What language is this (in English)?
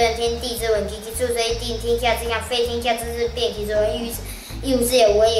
Literary Chinese